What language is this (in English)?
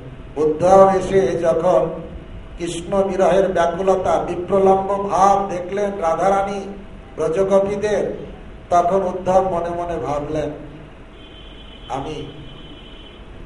Bangla